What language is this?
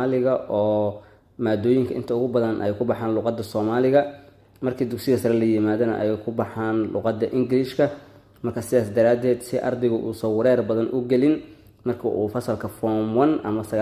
Somali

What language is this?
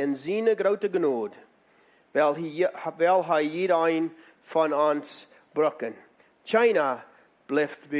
Plautdietsch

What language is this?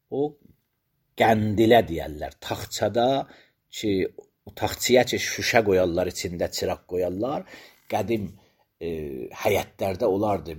Azerbaijani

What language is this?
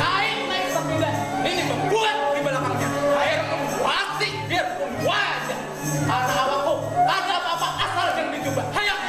Banjar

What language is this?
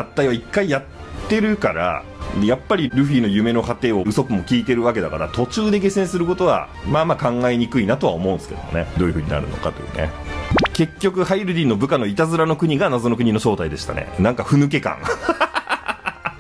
Japanese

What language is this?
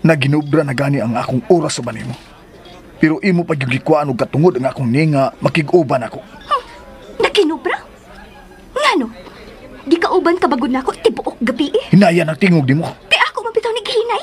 Cebuano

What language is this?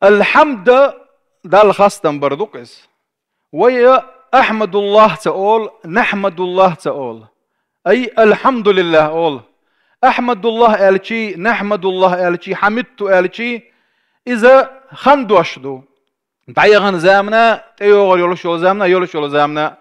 Chechen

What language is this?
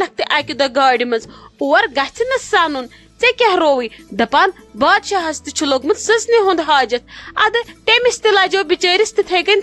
Kashmiri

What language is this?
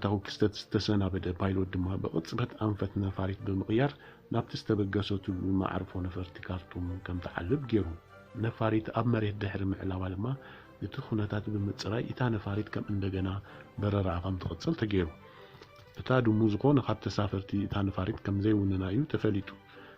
Tigrinya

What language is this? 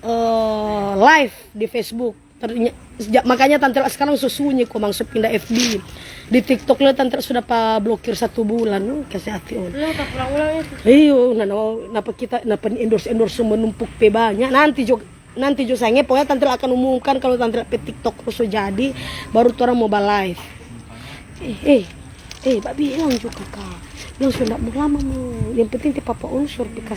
Manado Malay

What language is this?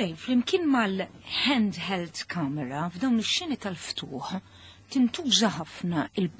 Maltese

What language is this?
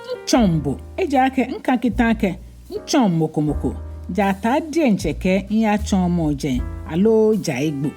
Ga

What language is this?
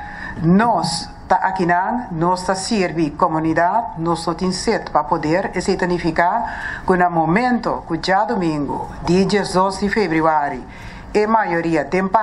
Papiamento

